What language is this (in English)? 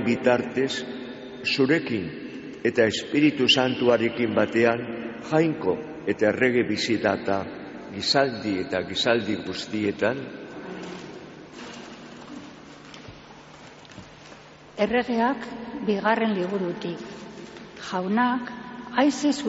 Basque